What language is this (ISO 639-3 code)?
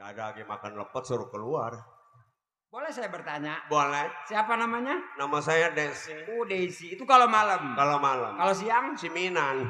bew